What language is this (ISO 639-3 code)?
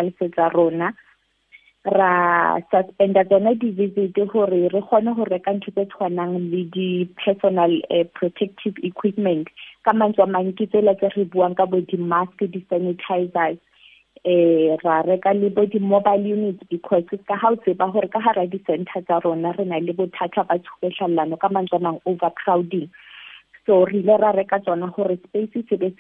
sot